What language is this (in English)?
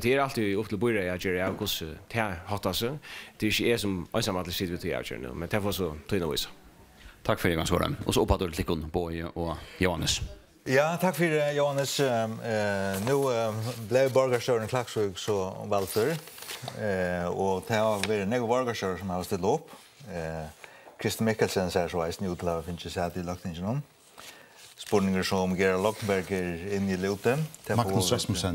Faroese